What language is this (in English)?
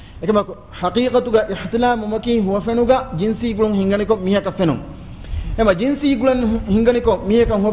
Divehi